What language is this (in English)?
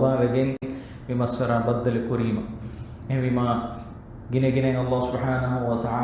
Divehi